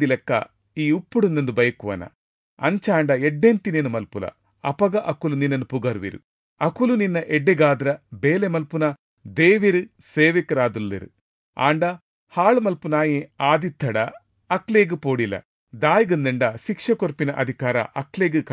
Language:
Tulu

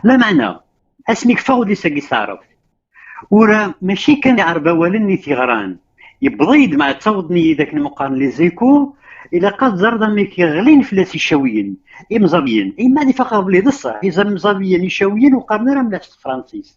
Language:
Kabyle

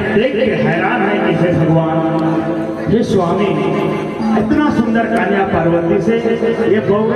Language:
Sadri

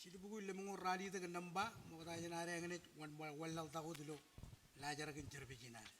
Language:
Marshallese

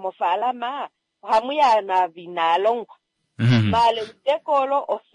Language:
Kuanyama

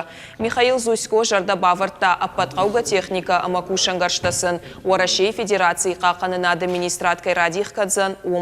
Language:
Ossetic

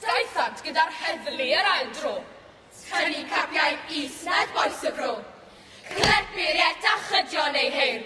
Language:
Welsh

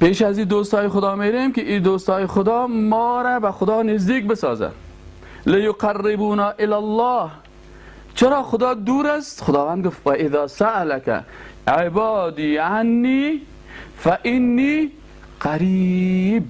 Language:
Persian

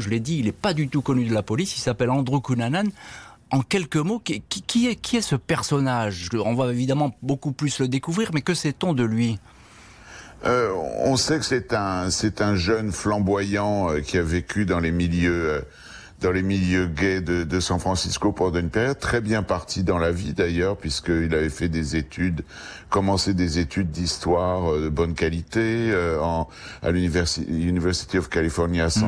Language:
French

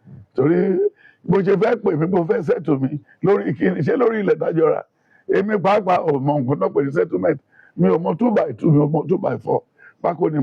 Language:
Yoruba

